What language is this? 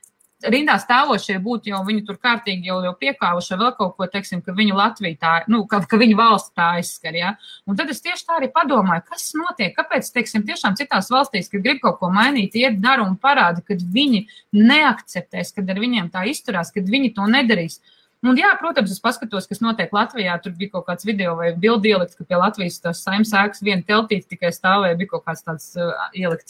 Latvian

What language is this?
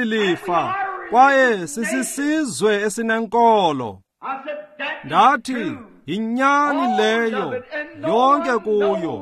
Xhosa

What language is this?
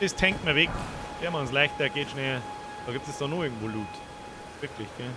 Bavarian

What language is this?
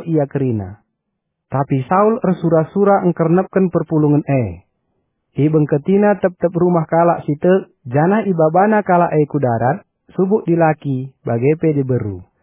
Batak Karo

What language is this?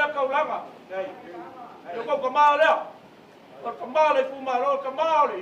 Samoan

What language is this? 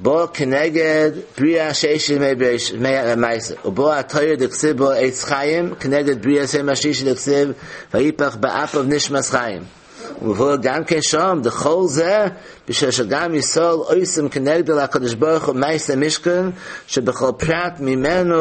Yiddish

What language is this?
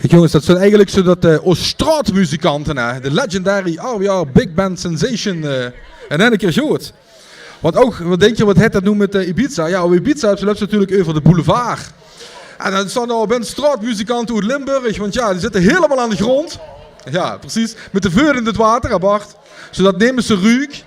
Limburgish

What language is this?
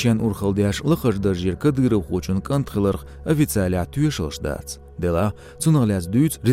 Chechen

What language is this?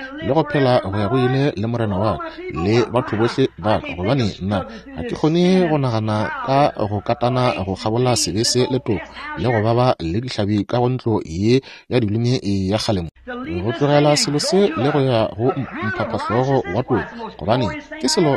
Northern Sotho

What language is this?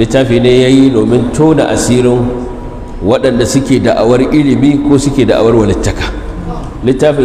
Hausa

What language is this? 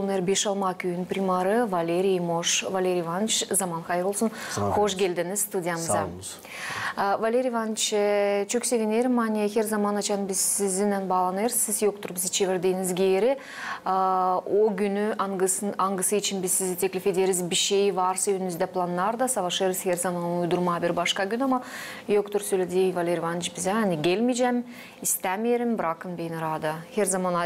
Gagauz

